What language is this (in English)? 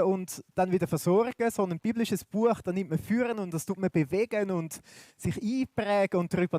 Swiss German